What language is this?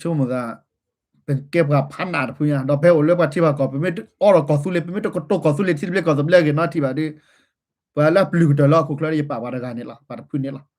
S'gaw Karen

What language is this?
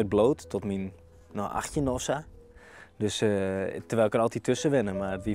Western Frisian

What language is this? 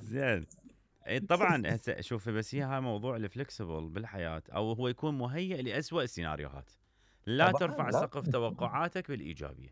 Mesopotamian Arabic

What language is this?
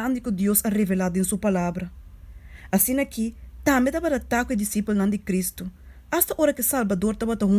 Papiamento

